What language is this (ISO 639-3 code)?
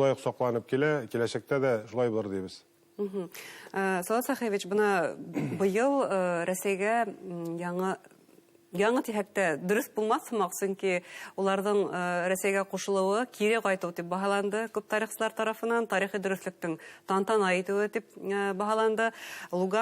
bak